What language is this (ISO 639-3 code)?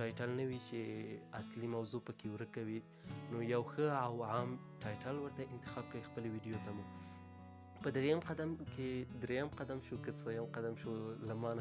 pus